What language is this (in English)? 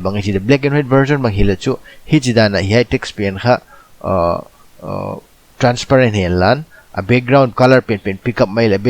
Paite Chin